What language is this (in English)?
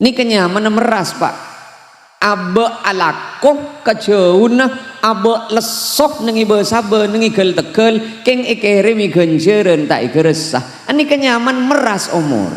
Madurese